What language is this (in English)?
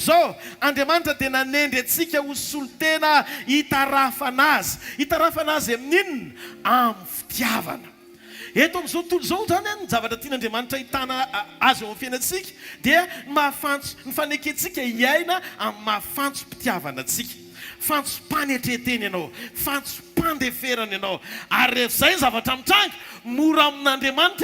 Malagasy